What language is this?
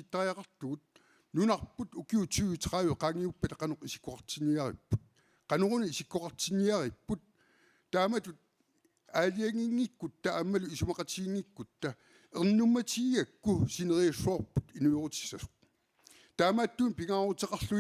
Kalaallisut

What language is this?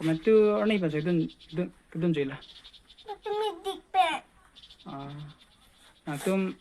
Karbi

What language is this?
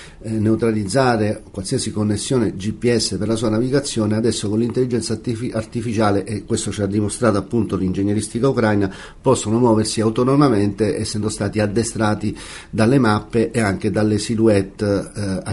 Italian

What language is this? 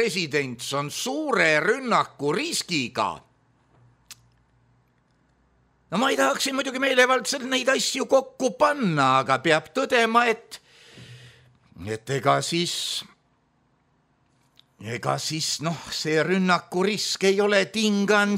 Estonian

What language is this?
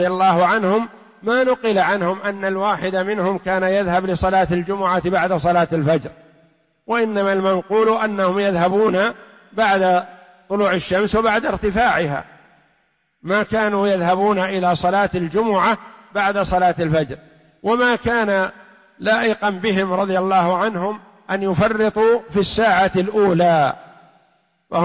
Arabic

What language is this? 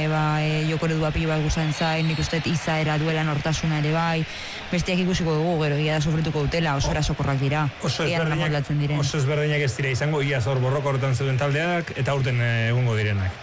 Basque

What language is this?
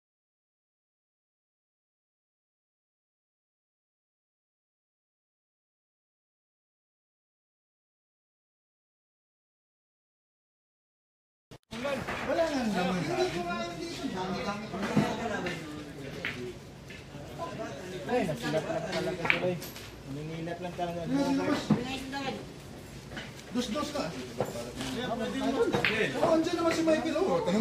Filipino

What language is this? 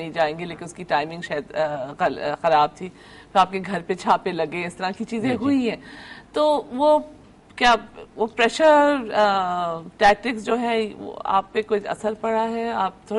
Urdu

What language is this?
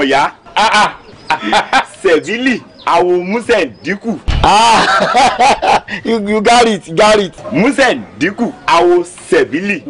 Yoruba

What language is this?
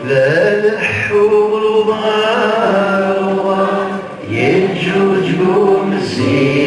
Kabyle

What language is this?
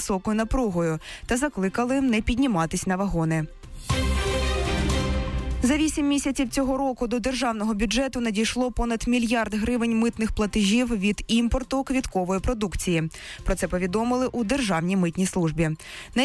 Ukrainian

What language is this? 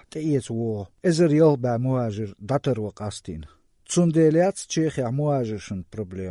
Chechen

